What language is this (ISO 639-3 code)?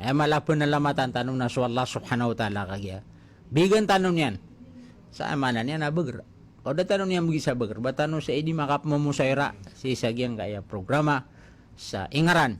mrw